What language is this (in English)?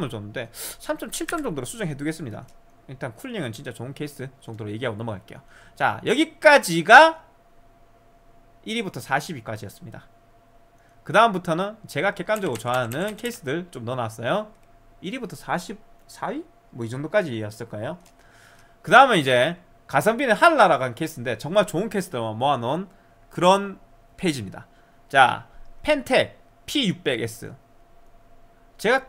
Korean